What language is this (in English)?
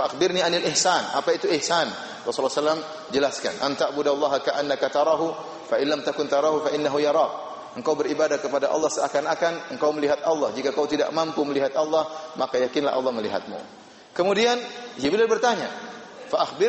Indonesian